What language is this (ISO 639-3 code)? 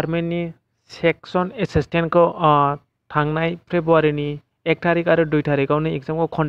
brx